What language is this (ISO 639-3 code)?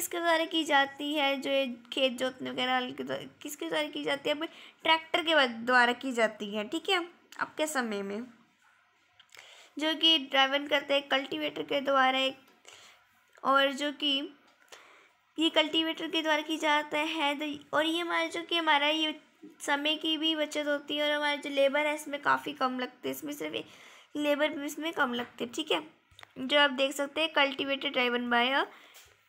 hin